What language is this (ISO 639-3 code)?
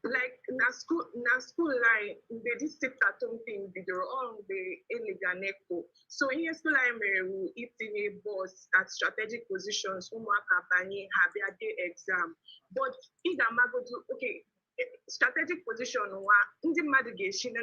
ibo